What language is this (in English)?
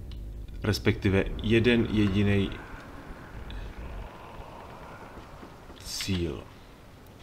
Czech